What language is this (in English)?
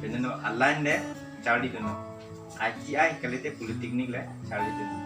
Karbi